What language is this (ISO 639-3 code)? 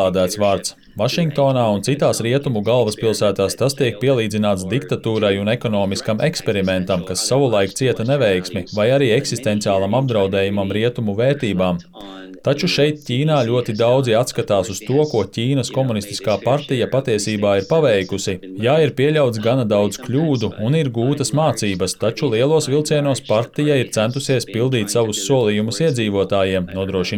lav